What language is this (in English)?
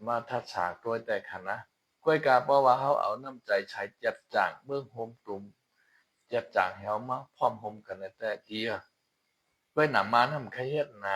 Shan